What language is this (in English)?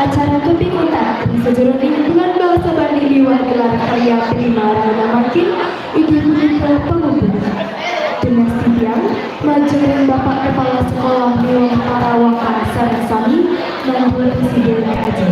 Balinese